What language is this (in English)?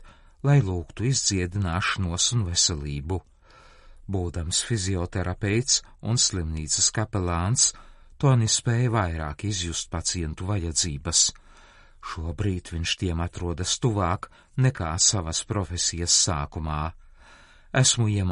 Latvian